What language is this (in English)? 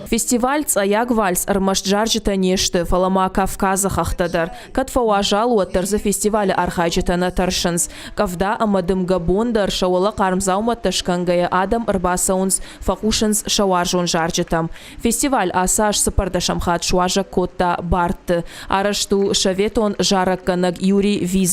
Ossetic